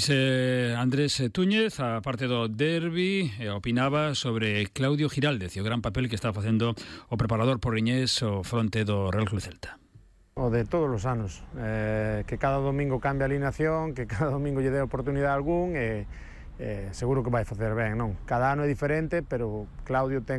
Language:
Galician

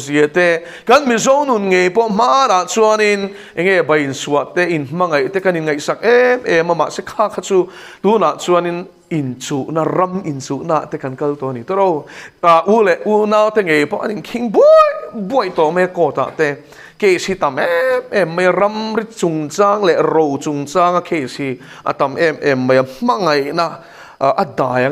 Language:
Mizo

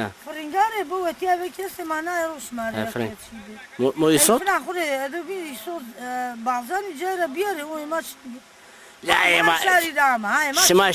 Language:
Zaza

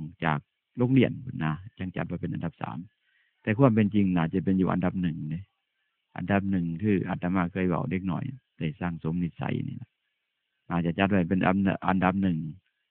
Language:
Northeastern Thai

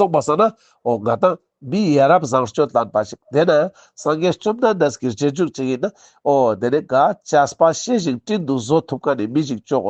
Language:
Ladakhi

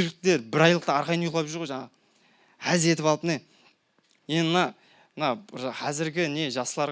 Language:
Kara-Kalpak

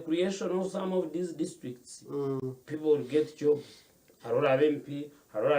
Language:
Nyankole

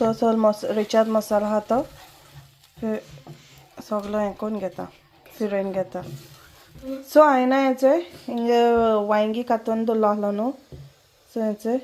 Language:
Konkani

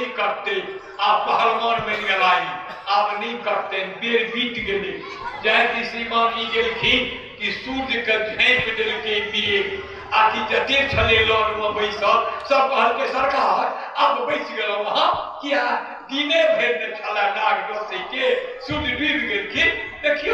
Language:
Maithili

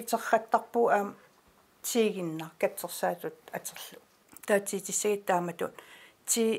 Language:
Kalaallisut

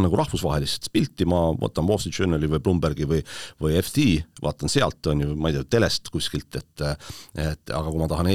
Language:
Estonian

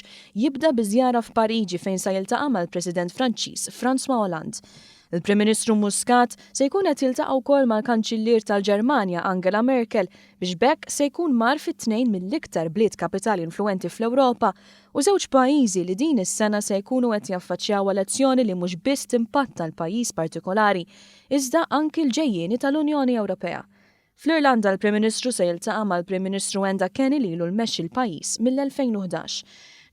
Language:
Maltese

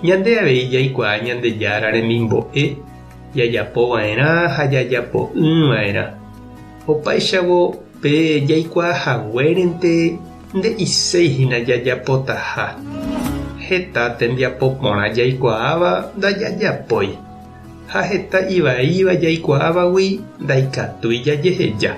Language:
Guarani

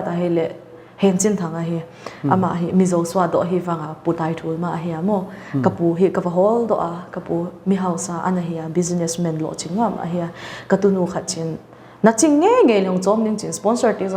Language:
Paite Chin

